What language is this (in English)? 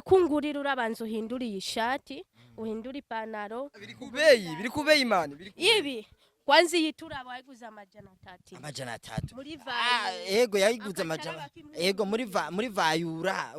Rundi